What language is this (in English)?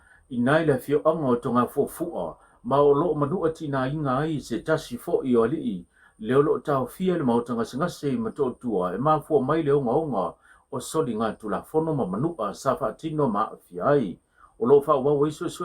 Samoan